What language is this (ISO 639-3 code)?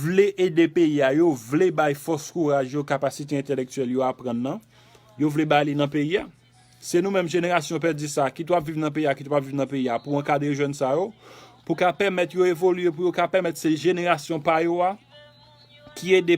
hat